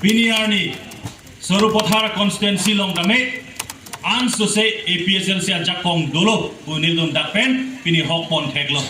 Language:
Karbi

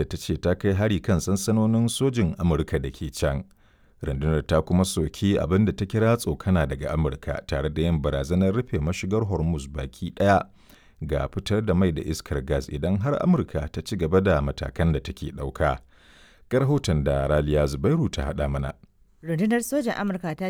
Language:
Hausa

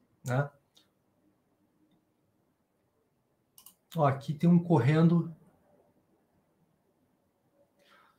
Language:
Portuguese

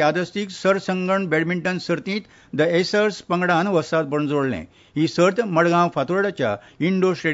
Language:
Konkani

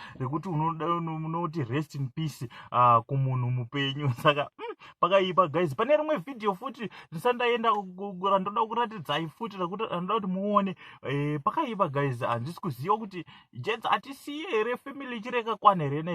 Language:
Shona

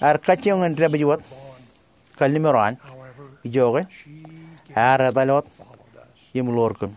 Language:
Marshallese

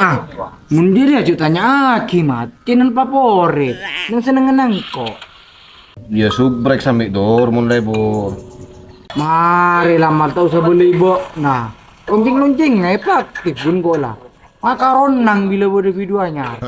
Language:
Madurese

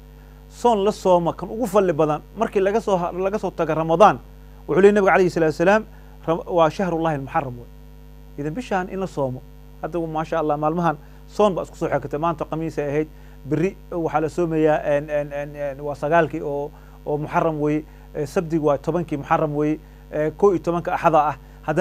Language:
Somali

